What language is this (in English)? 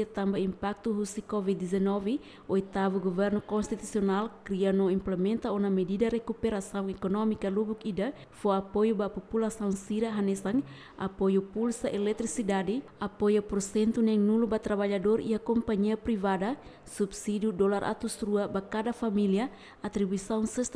Tetum